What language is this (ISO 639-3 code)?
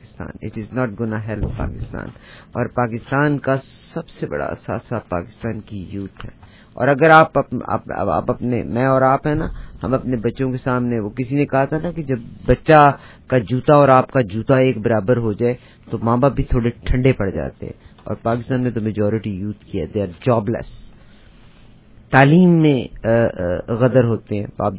urd